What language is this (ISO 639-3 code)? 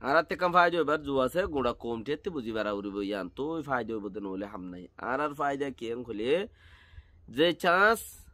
rhg